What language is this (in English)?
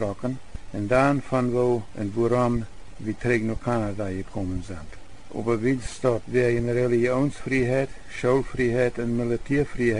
Plautdietsch